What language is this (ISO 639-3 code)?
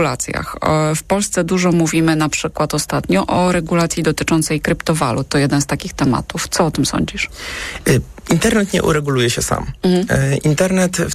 pol